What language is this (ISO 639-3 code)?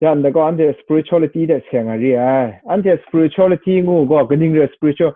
kac